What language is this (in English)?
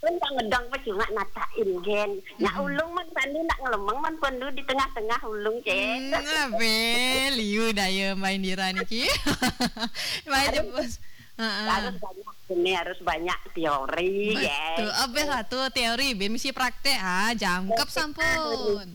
Balinese